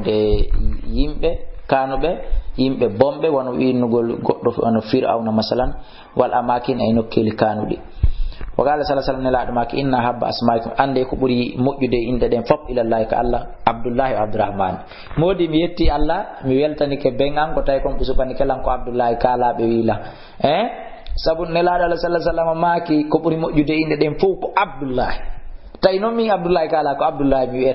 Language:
Fula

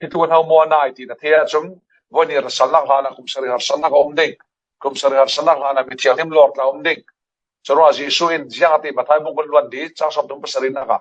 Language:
Falam Chin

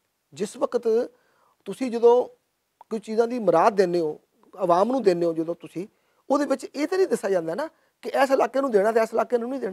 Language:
Western Panjabi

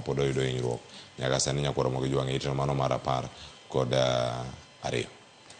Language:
Luo (Kenya and Tanzania)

